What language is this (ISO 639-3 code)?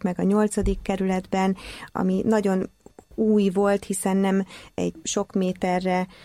hun